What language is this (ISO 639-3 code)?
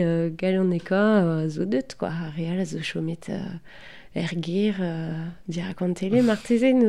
bre